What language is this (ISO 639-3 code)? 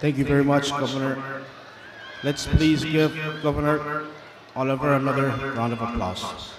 pon